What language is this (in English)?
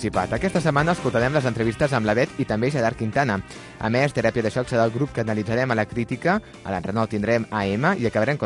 Catalan